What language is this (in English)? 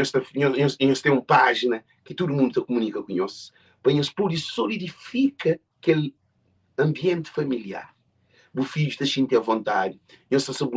Kabuverdianu